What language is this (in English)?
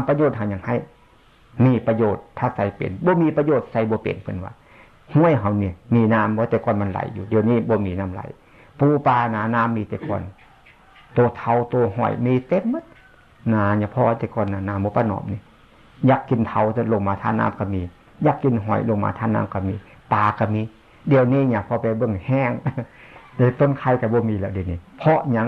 Northeastern Thai